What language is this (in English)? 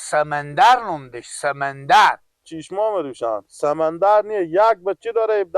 Persian